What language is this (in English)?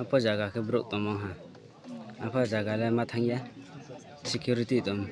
Riang (India)